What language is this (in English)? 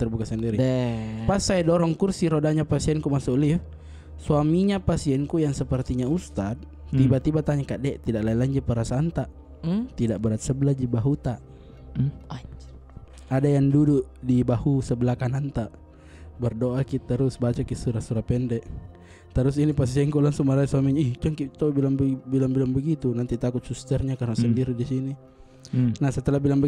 Makassar Malay